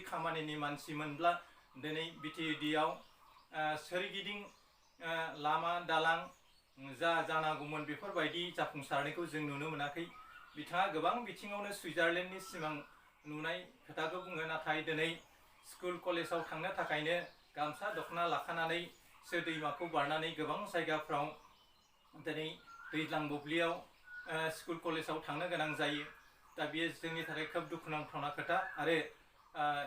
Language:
Bodo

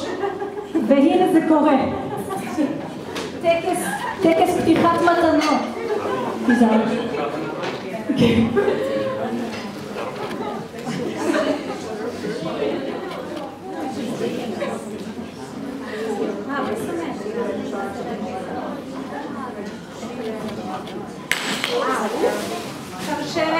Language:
Hebrew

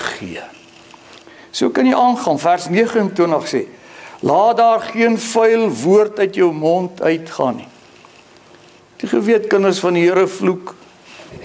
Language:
Afrikaans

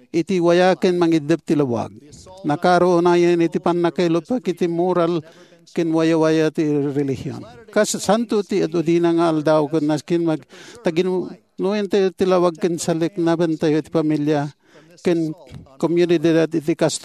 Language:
Iloko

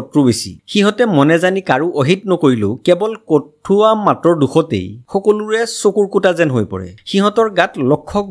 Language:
Assamese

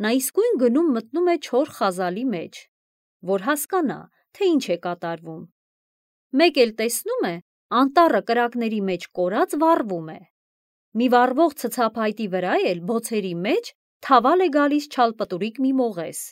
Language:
Armenian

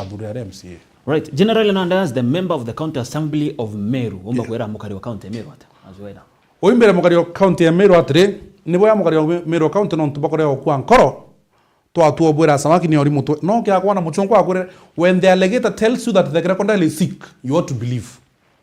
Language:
Meru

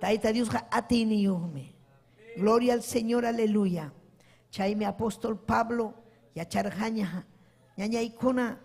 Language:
Ayacucho Quechua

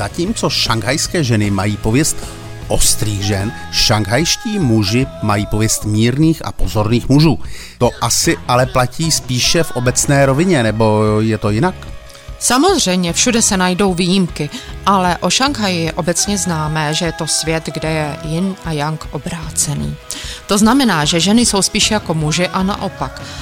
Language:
Czech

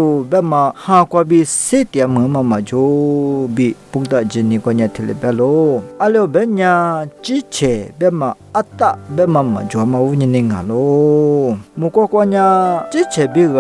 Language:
Lisu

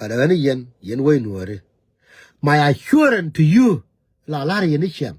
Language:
Nuer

